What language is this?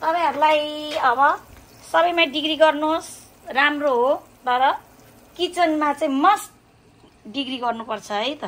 Nepali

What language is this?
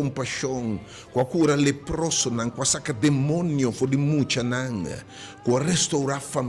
Papiamento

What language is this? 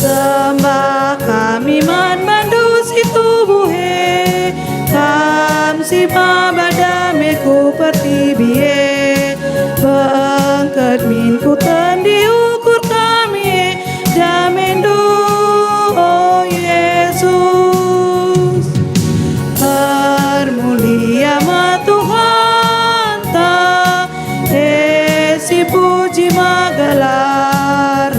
Batak Karo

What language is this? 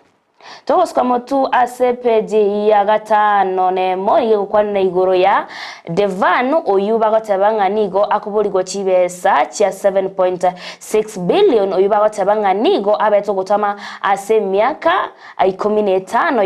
Gusii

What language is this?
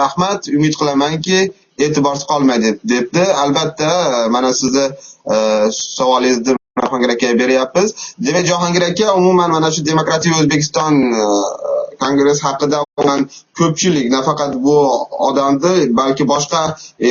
Uzbek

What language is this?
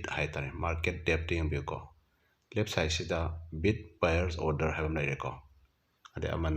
Manipuri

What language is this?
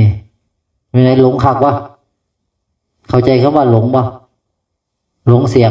Northeastern Thai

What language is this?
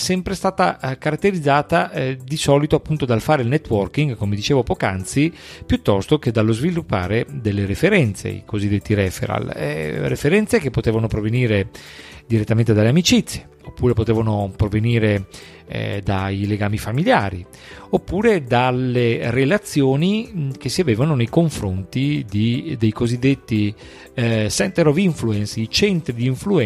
Italian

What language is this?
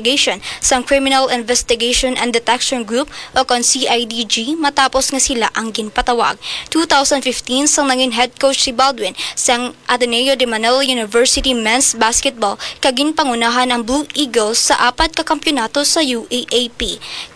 Hiligaynon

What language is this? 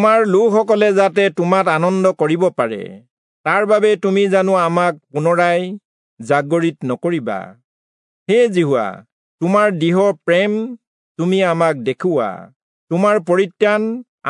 Assamese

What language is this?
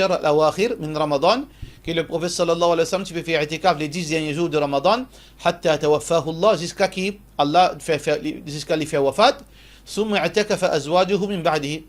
Morisyen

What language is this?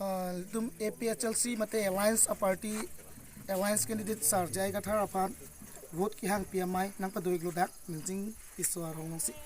Karbi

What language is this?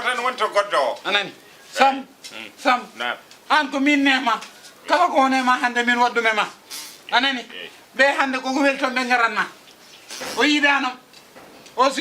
Fula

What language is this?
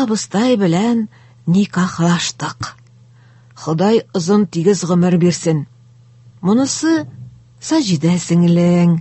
Tatar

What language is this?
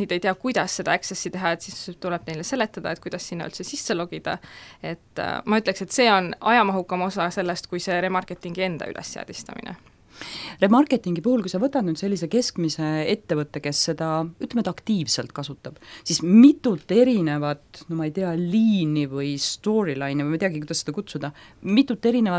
Estonian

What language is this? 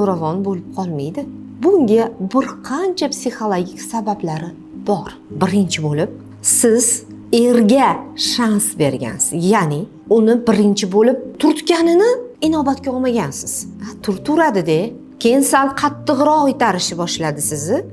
Uzbek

